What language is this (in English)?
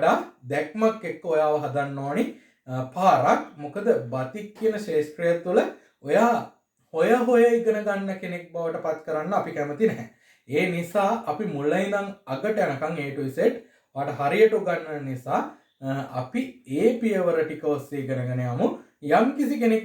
Sinhala